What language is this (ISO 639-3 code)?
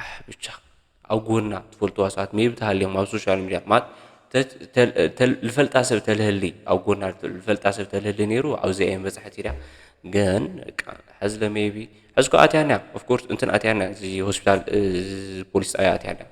tir